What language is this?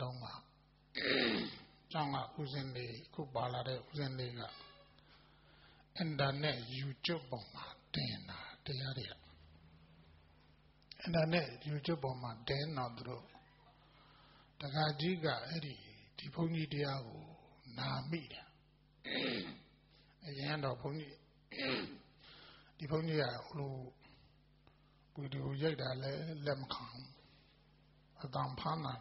Burmese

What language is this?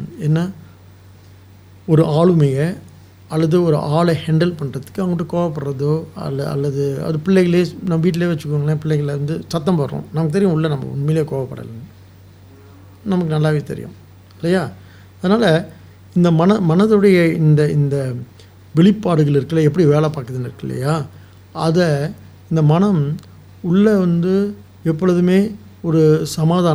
Tamil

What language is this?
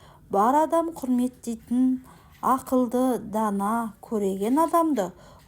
Kazakh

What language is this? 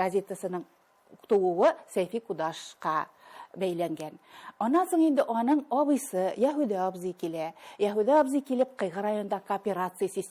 Tatar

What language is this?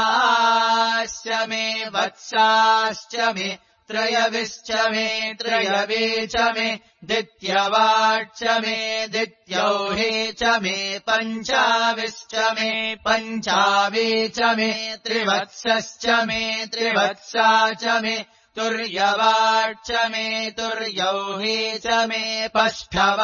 Sanskrit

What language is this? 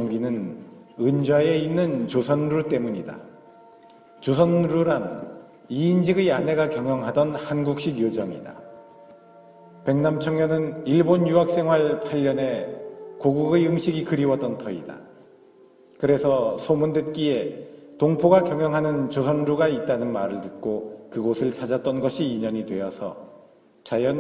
Korean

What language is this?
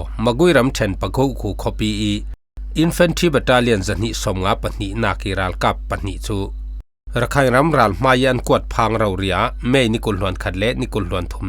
Falam Chin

